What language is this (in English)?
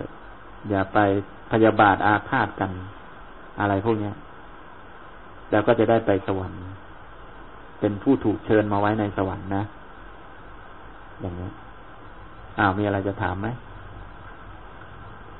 Thai